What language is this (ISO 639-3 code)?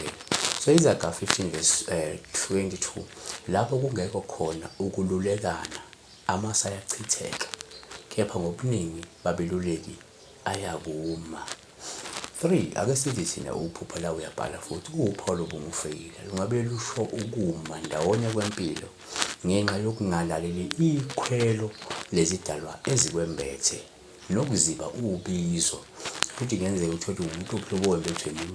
zul